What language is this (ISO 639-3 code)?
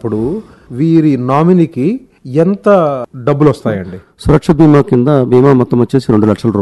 tel